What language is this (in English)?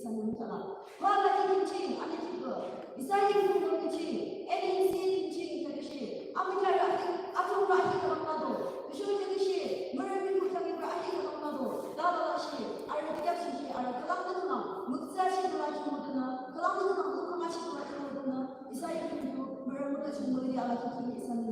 Yimchungru Naga